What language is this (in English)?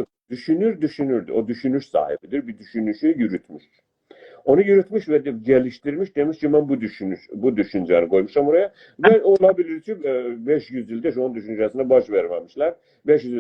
South Azerbaijani